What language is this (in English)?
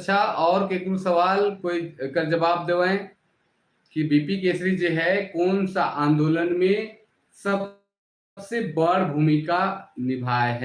Sadri